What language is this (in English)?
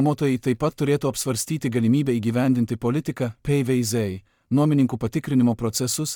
Lithuanian